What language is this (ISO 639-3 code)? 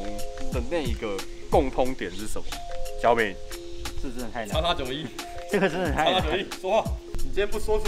zho